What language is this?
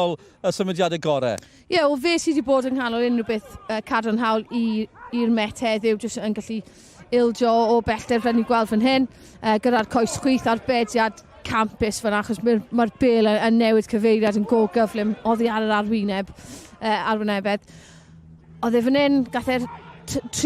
Welsh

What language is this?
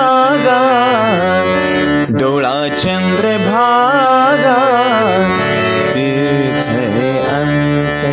Marathi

